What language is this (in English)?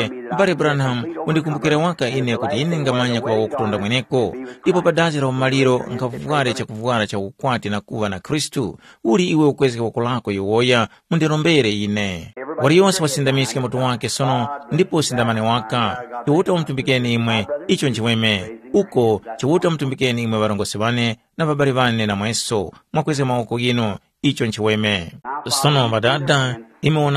Tumbuka